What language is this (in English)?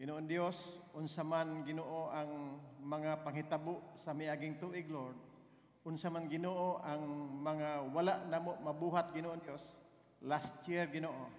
Cebuano